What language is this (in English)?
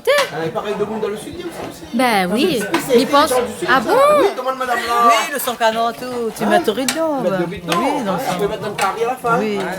Réunion Creole French